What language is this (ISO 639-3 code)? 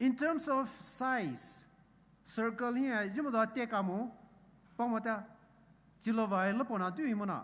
pmx